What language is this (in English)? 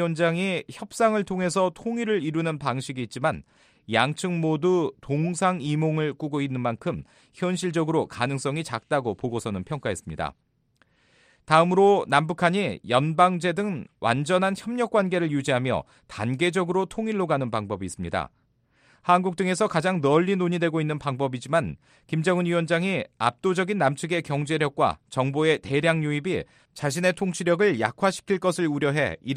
Korean